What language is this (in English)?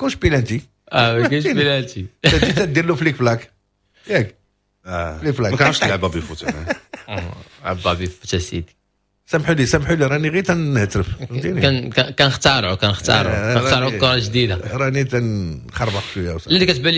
Moroccan Arabic